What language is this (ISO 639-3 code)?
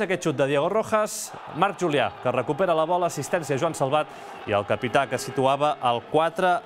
cat